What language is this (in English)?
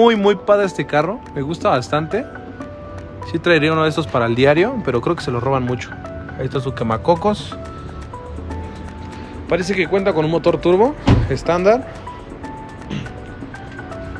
Spanish